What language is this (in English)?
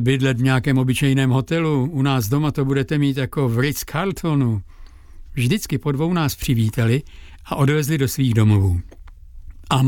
Czech